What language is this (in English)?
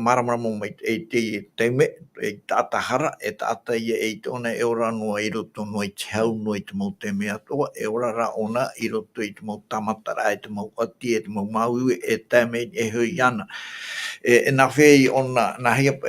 Tahitian